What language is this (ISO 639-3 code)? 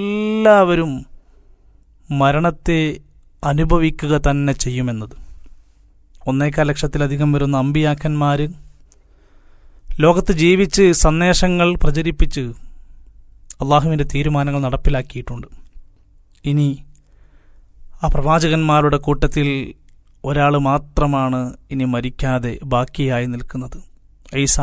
mal